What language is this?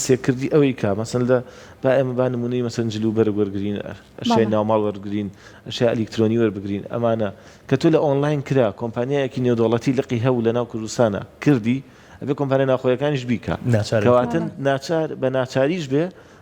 Central Kurdish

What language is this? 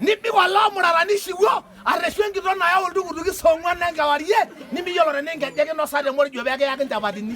Masai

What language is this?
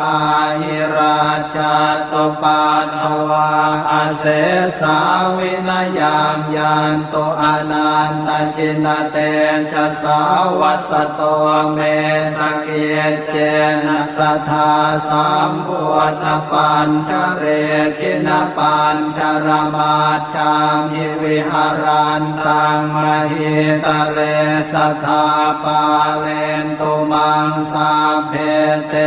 Pali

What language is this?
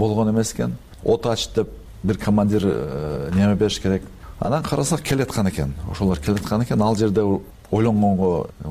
Kyrgyz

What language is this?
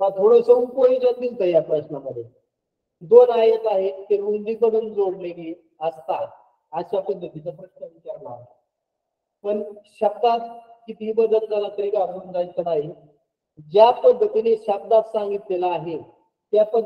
Marathi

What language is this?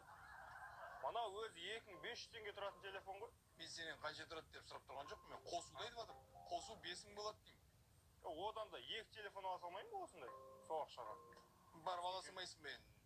Kazakh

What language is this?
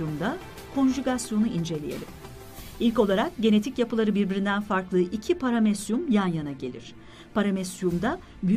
Turkish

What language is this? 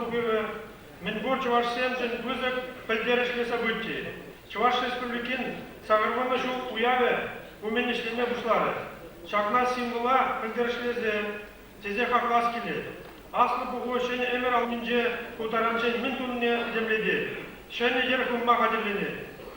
Chuvash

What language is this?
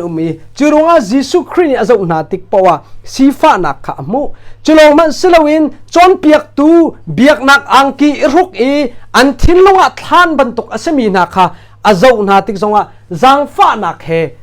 Hakha Chin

